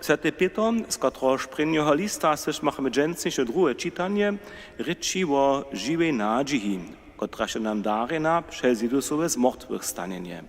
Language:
Upper Sorbian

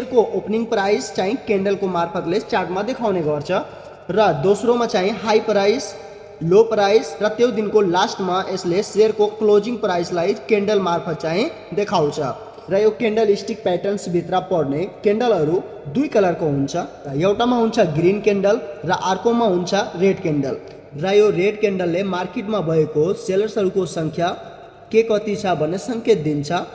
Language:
Nepali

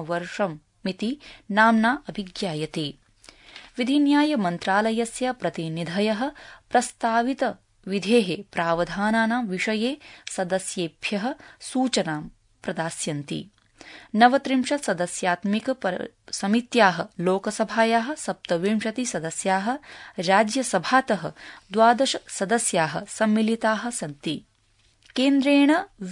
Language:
Sanskrit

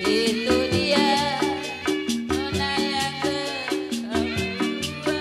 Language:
Betawi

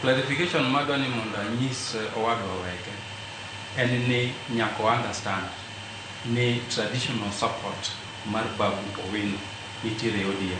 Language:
Luo (Kenya and Tanzania)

